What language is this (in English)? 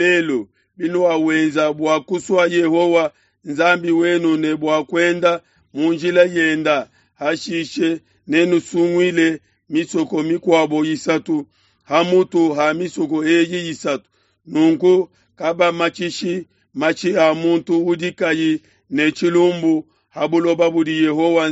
Luba-Lulua